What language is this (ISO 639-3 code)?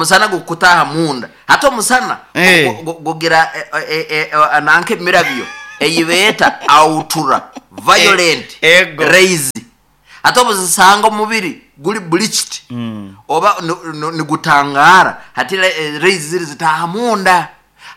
nyo